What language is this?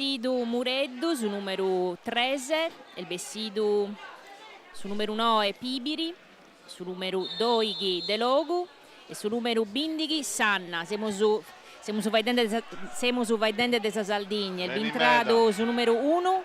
Sardinian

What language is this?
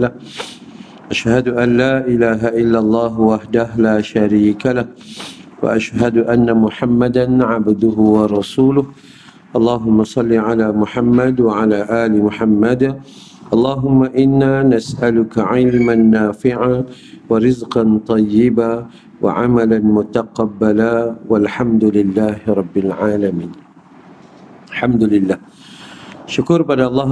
Malay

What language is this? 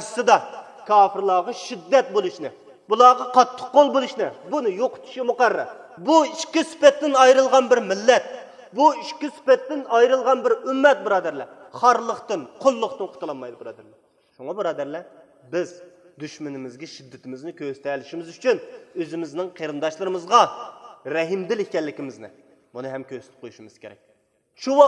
Uyghur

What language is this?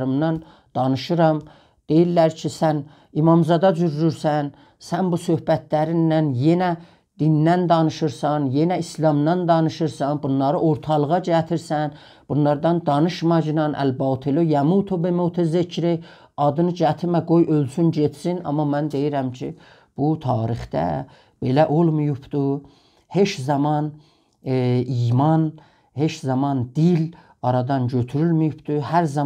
South Azerbaijani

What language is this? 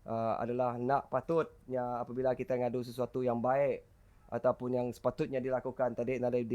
Iban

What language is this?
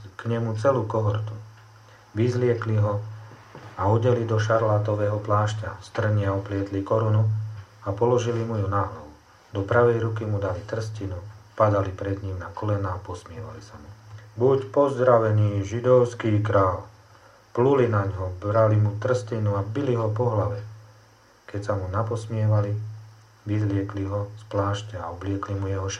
Slovak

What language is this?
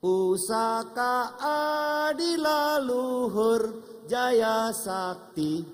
Balinese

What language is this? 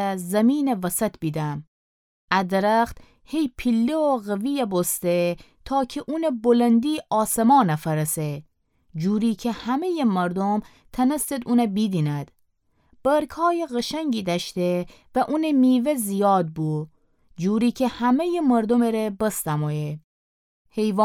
Gilaki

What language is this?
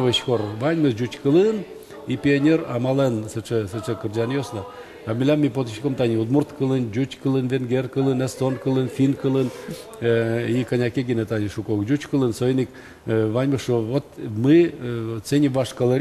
Udmurt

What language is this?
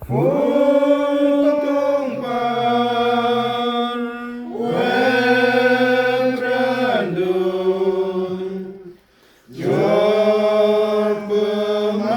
Central Mnong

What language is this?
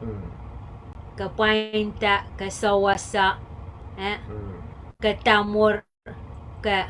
Pohnpeian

